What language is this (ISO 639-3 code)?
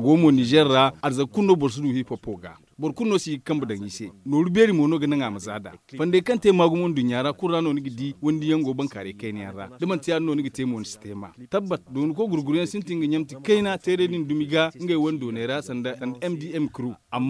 dje